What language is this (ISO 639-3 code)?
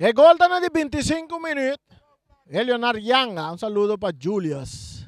pap